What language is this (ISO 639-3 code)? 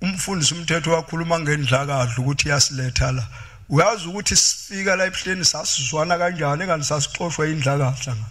zul